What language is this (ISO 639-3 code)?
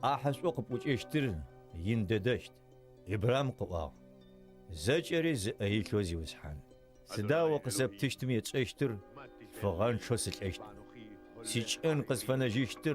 ady